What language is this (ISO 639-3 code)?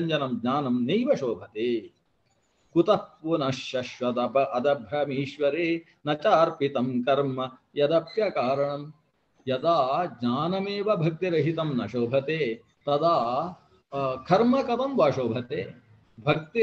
san